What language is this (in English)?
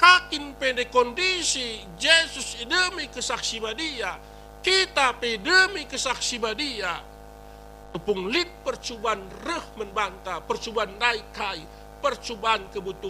Batak Karo